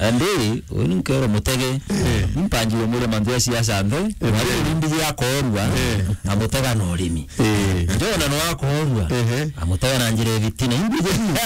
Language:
Meru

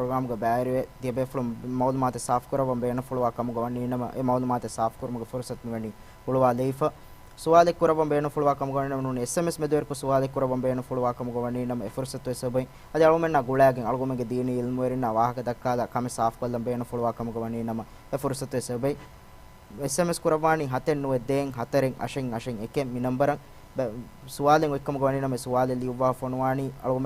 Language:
Divehi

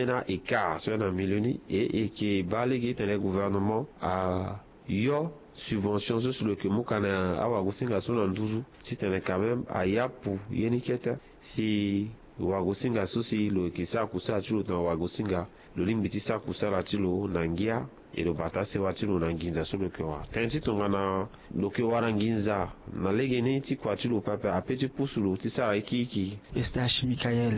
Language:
Sango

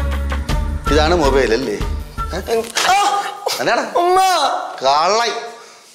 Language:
Malayalam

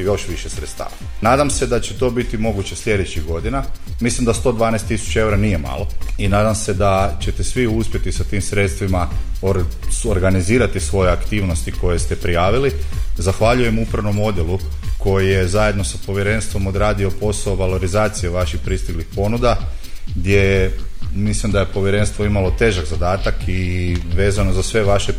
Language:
Croatian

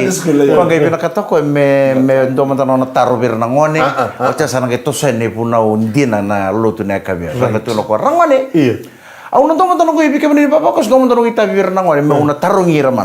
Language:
Fijian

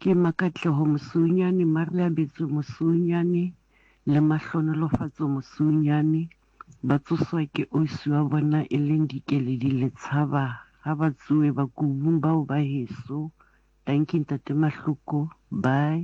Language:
Southern Sotho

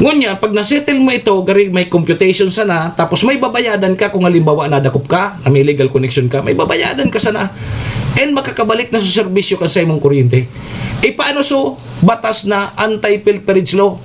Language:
Bikol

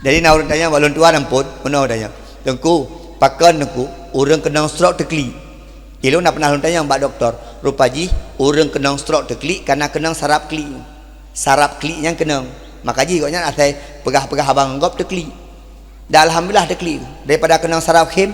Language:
Achinese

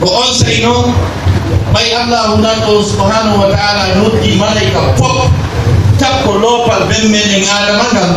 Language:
Pular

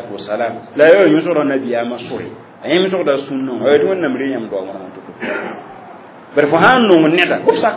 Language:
Mossi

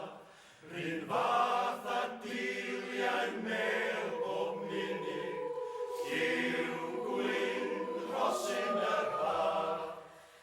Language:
Welsh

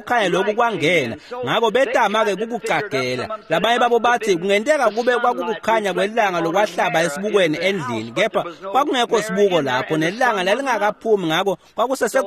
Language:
Swati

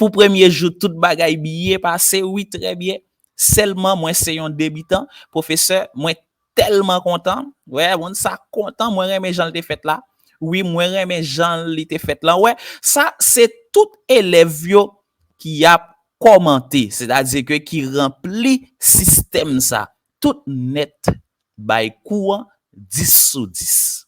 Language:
Haitian Creole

